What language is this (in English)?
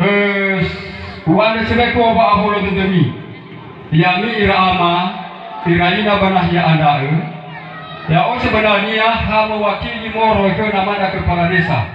Nias